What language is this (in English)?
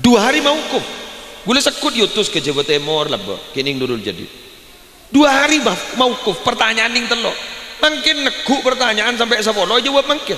Madurese